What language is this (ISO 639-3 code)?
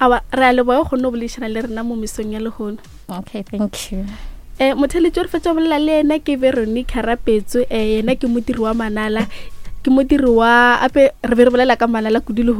nso